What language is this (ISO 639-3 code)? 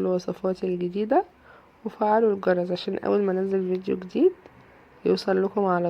arz